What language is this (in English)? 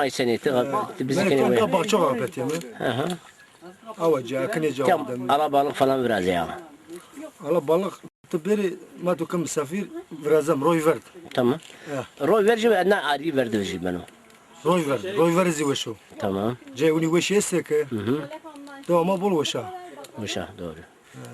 Zaza